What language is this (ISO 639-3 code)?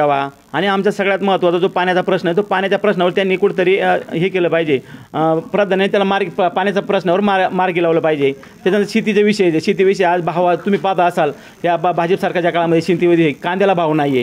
mar